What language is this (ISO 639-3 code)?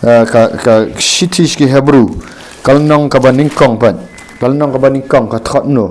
kha